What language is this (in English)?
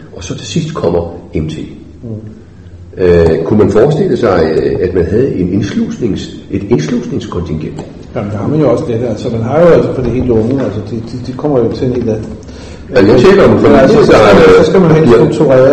Danish